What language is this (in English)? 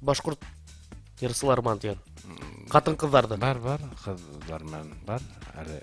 Bashkir